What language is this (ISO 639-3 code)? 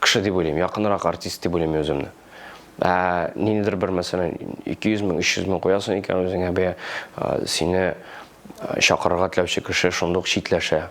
tat